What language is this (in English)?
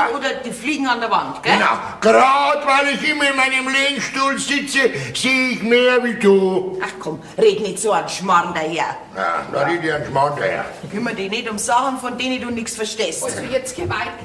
Bavarian